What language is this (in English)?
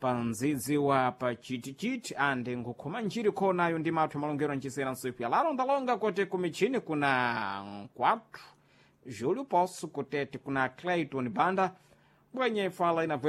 Portuguese